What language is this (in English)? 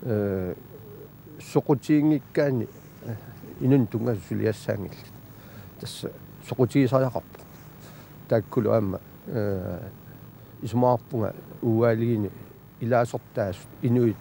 Kalaallisut